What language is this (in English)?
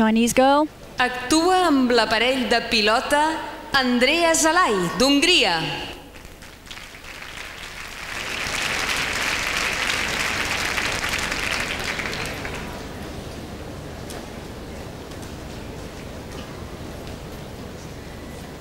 English